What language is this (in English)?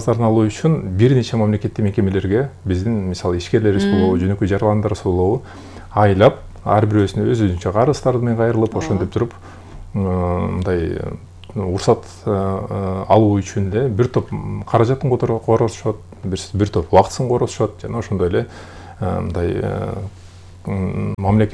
Kyrgyz